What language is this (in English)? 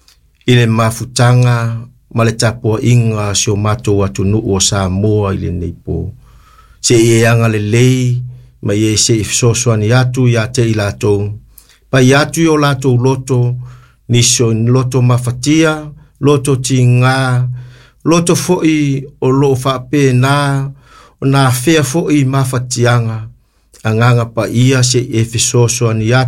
Samoan